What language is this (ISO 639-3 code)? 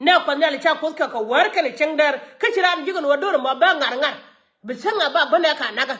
nus